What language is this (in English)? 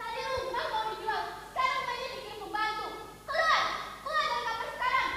Banjar